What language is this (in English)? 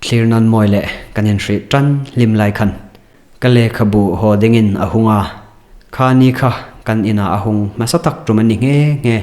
Hmar